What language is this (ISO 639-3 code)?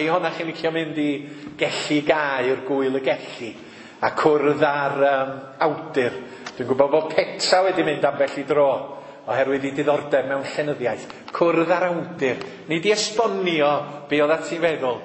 cym